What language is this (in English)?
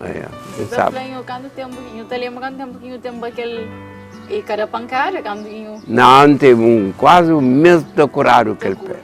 Kabuverdianu